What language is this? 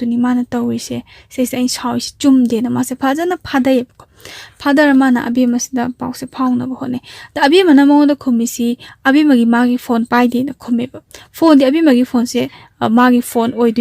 Manipuri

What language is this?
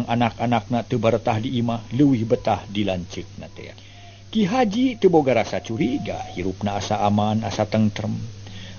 Sundanese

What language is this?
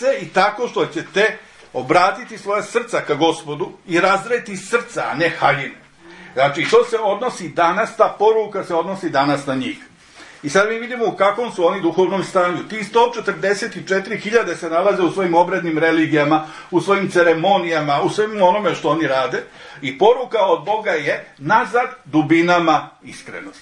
Serbian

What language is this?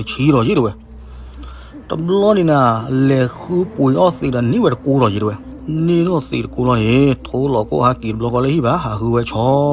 S'gaw Karen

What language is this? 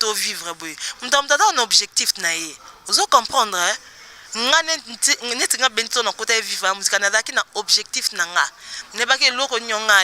Lingala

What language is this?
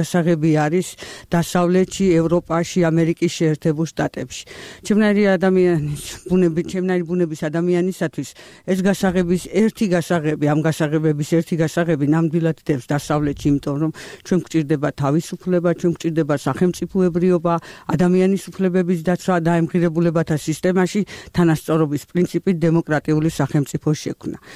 Georgian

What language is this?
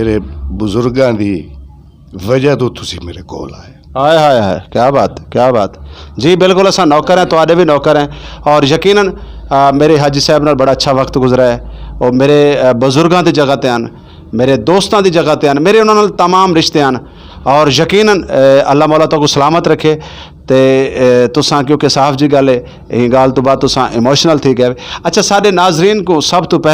Saraiki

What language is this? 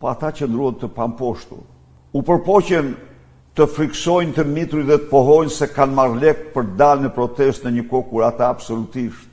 Albanian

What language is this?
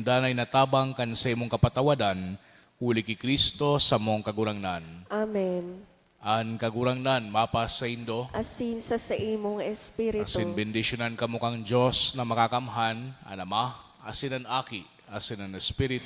Bikol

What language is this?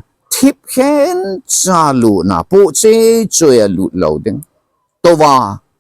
Thado Chin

